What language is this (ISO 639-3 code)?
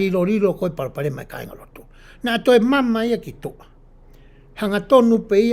ton